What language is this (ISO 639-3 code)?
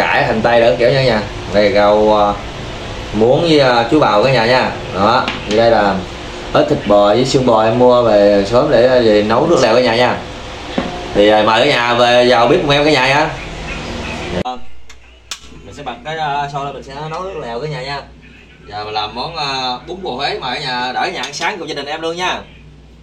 vie